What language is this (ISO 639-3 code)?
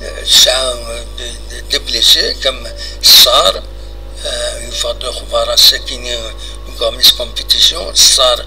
kab